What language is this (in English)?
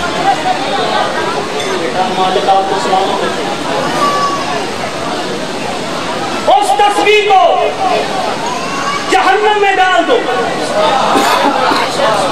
Urdu